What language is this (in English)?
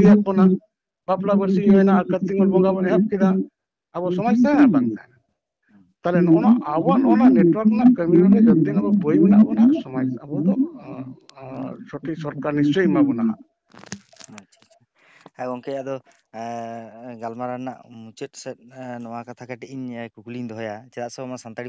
Santali